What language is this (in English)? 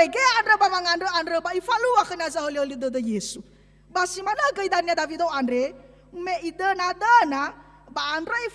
Nias